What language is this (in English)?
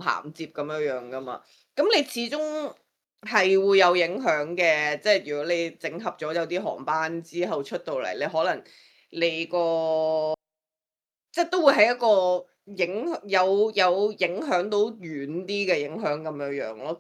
Cantonese